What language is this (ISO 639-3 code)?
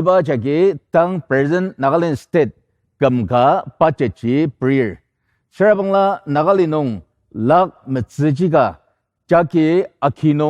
njo